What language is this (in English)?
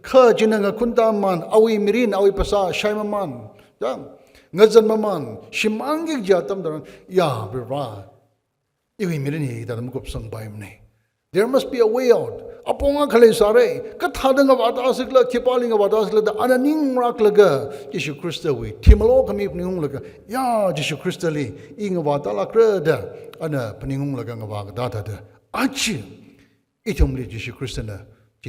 Tangkhul Naga (India)